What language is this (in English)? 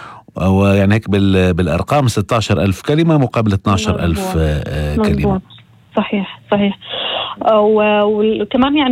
North Levantine Arabic